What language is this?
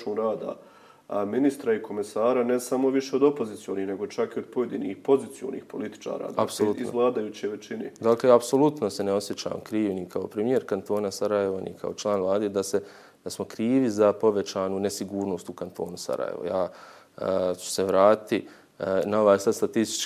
Bosnian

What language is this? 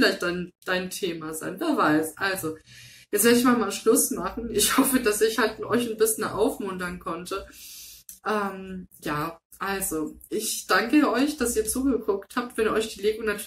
German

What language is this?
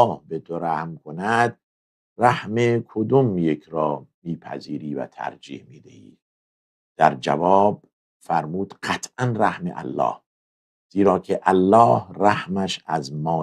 Persian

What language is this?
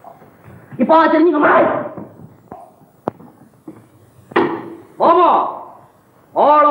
Tamil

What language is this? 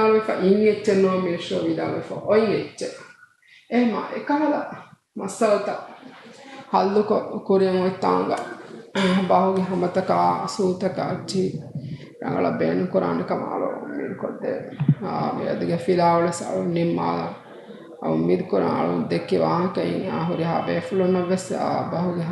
Divehi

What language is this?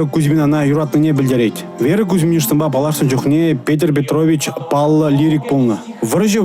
Chuvash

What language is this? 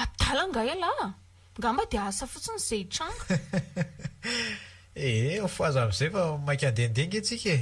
Malagasy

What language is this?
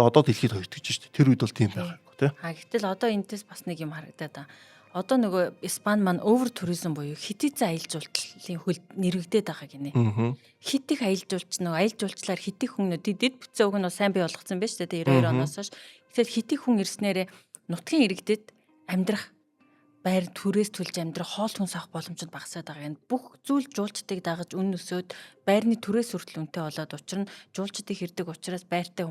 Mongolian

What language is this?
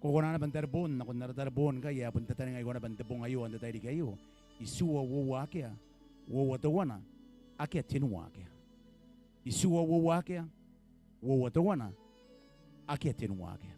Gilbertese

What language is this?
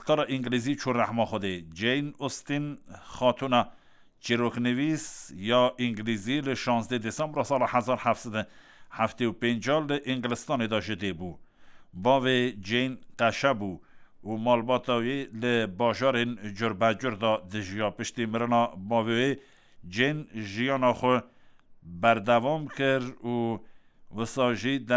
Kurdish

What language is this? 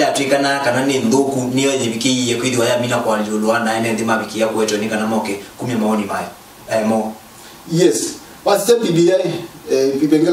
Kamba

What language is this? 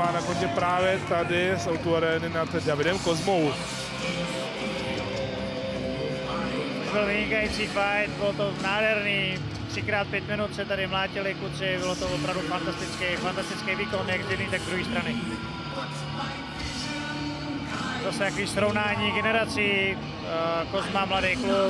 Czech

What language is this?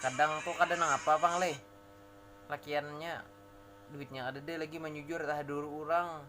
Banjar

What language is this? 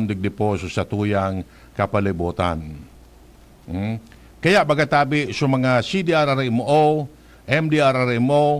Bikol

